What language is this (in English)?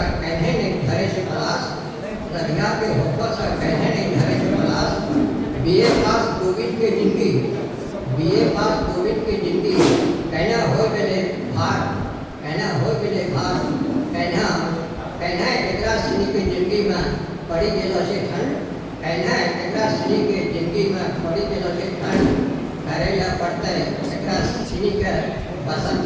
Angika